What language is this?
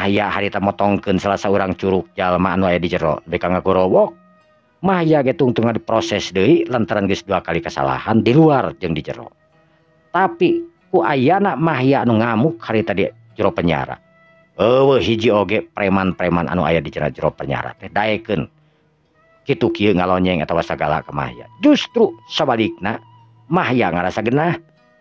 Sundanese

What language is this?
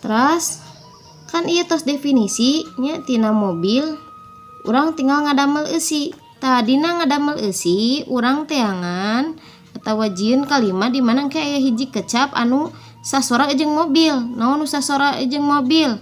Sundanese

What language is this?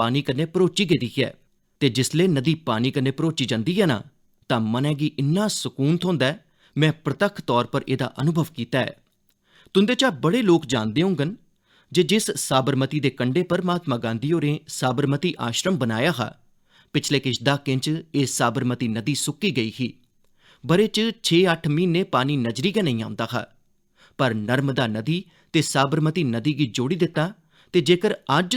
Dogri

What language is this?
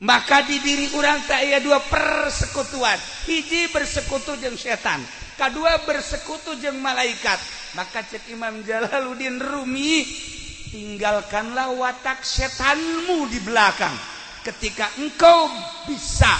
Sundanese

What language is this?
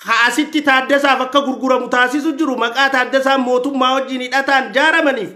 Oromo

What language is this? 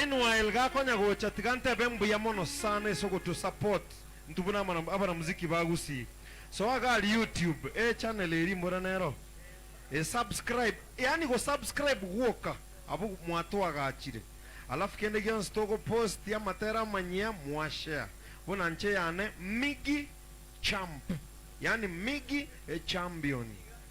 Gusii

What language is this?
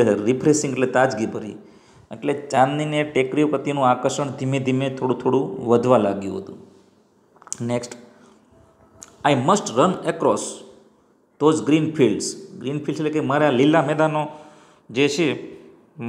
Gujarati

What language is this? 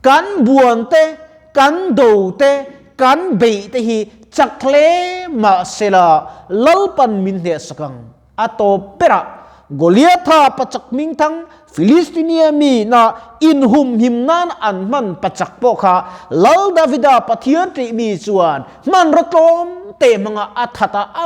Mizo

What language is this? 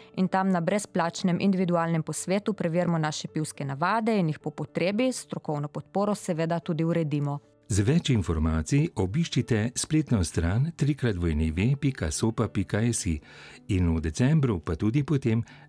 Slovenian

